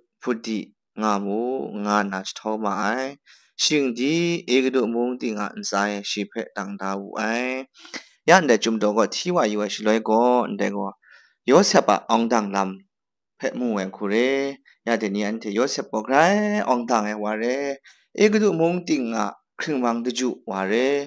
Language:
Kachin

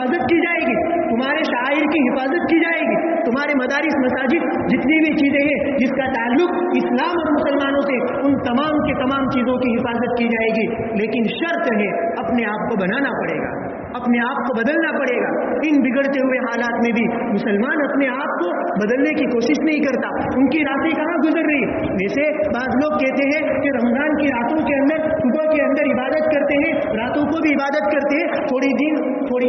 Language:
Urdu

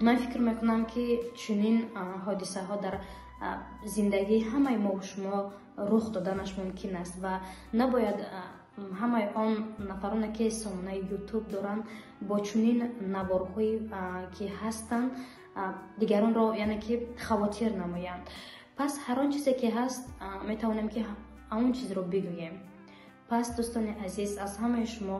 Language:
Tajik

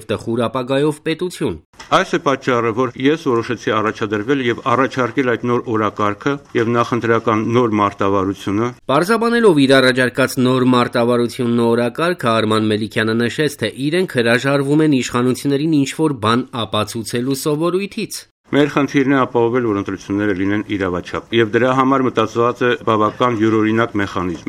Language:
Armenian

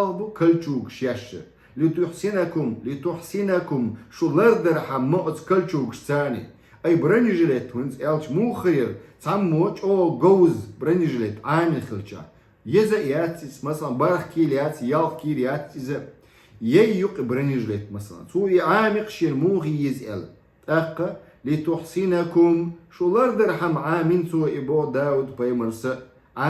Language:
Chechen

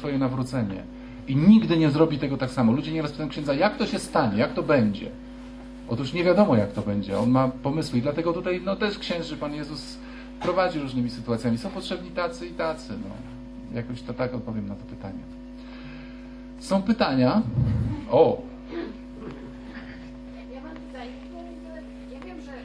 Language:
Polish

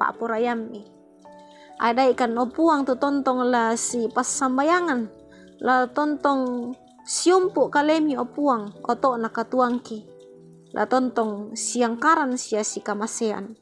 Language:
Toraja-Sa'dan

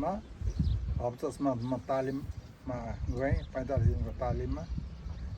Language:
Nepali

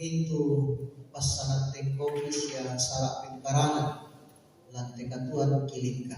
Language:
Toraja-Sa'dan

